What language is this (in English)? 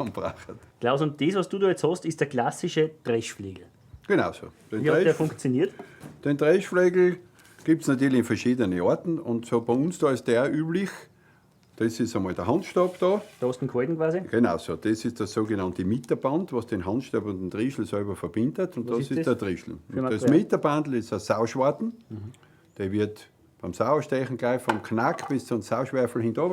Bavarian